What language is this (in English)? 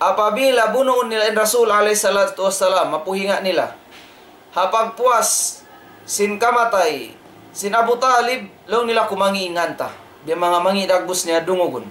Tausug